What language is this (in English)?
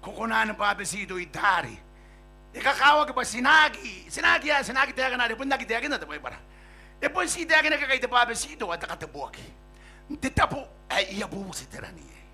Gilbertese